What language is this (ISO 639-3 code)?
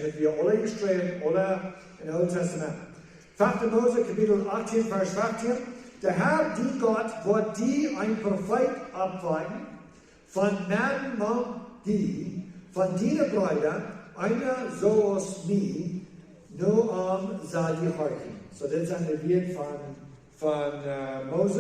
pdt